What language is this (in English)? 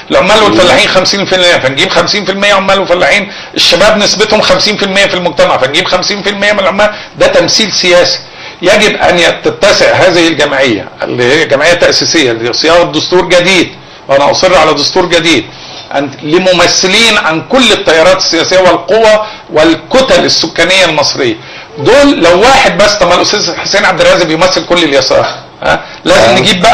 Egyptian Arabic